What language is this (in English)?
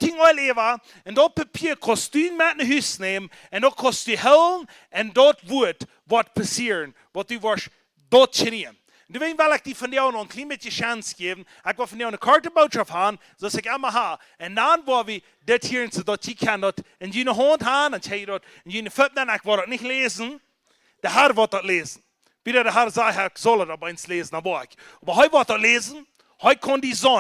Plautdietsch